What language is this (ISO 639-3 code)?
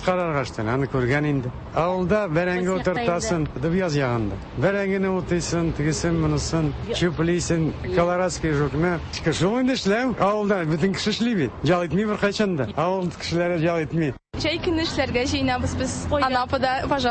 tat